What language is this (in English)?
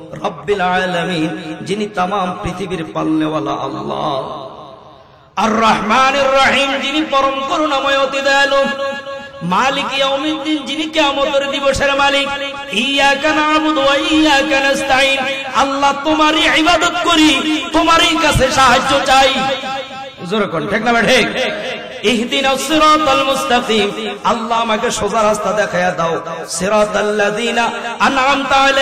Bangla